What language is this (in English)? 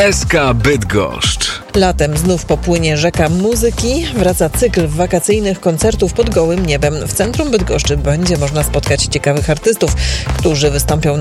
Polish